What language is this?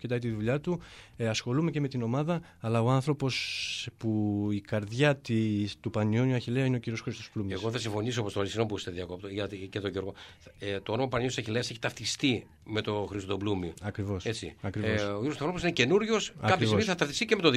Greek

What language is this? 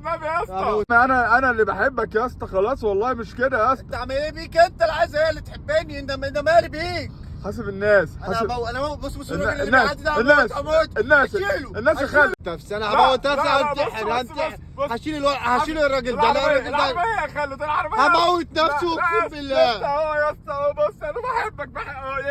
Egyptian Arabic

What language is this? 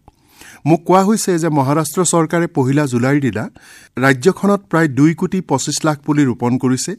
Assamese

